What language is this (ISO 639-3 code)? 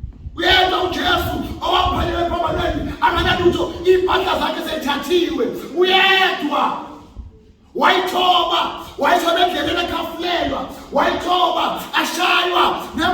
zul